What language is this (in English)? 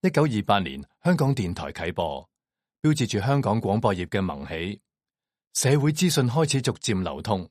Cantonese